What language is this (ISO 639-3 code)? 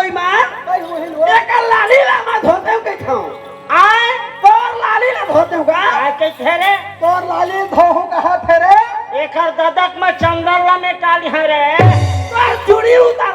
hne